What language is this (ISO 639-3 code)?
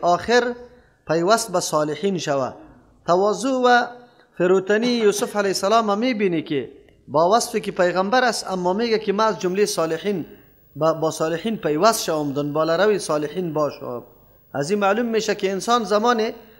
fas